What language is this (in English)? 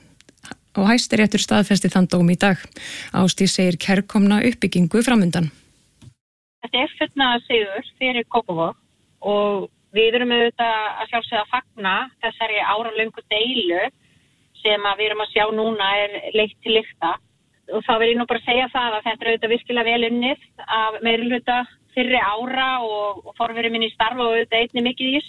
Icelandic